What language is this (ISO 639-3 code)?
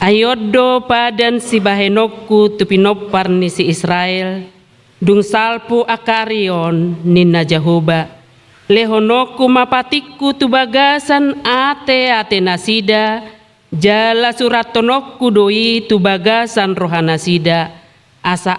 bbc